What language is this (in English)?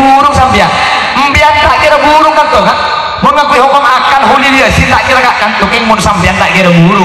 Madurese